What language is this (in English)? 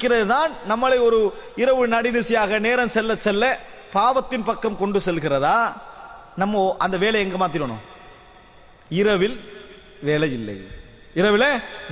Tamil